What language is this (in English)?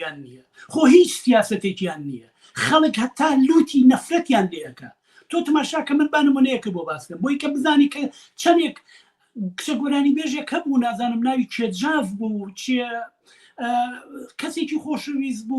Central Kurdish